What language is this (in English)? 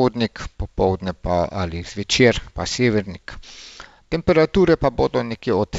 Slovenian